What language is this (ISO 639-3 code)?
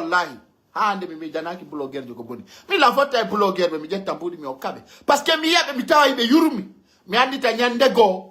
fuf